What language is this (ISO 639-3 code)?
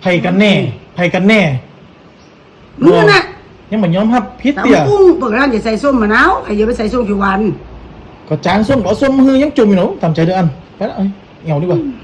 lao